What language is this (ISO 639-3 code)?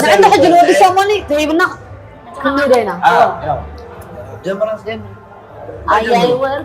tir